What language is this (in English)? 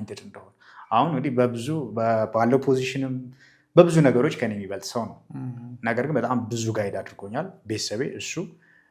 Amharic